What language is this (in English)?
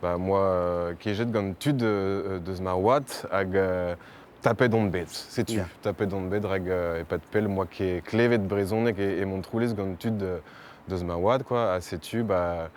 Breton